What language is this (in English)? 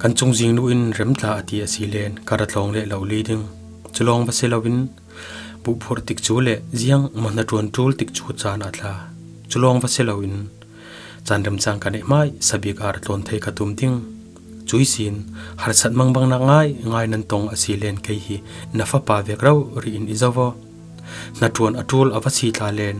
Falam Chin